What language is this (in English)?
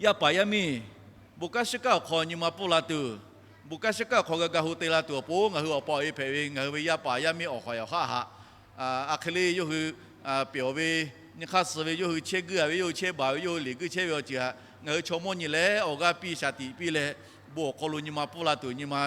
Lahu